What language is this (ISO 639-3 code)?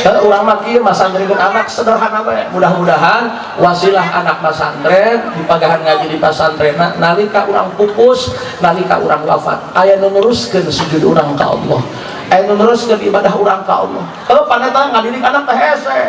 sun